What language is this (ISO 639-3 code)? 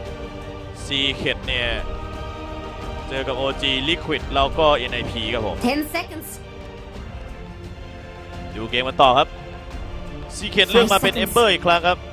tha